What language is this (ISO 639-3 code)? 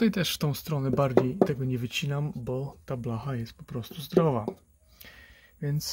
pol